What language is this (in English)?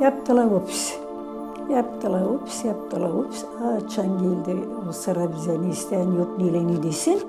Gagauz